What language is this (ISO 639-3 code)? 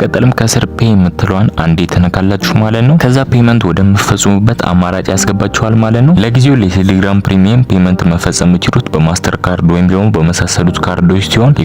amh